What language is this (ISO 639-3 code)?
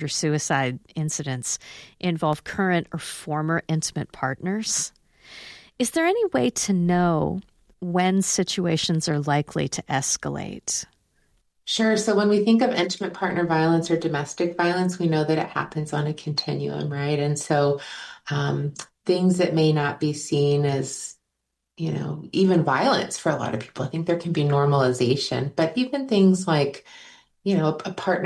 eng